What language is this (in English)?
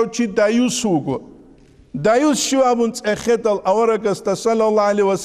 Avaric